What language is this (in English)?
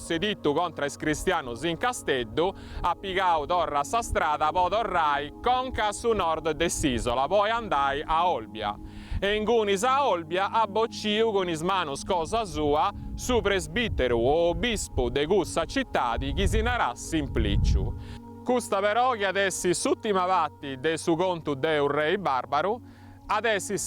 Sardinian